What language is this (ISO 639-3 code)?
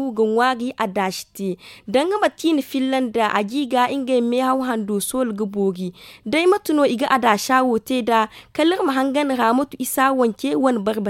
dje